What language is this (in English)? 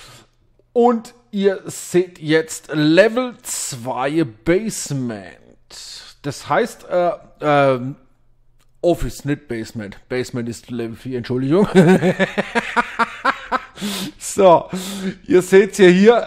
German